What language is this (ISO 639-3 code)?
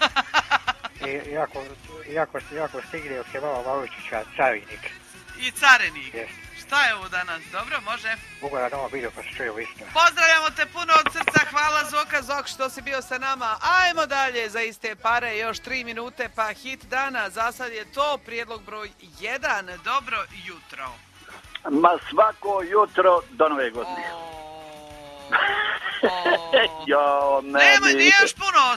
hrv